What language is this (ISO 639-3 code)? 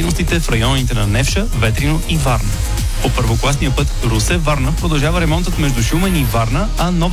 bul